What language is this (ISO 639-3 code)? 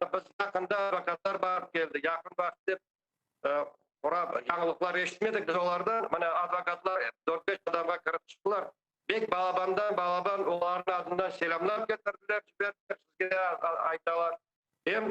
crh